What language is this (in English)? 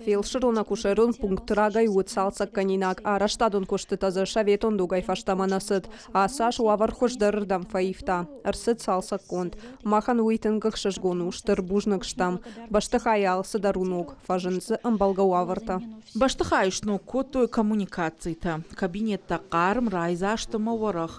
Ossetic